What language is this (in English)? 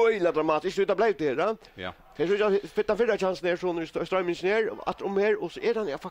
Faroese